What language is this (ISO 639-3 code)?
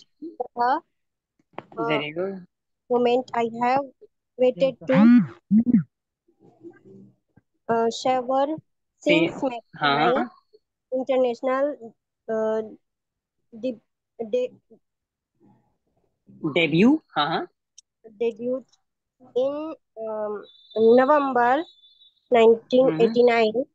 hin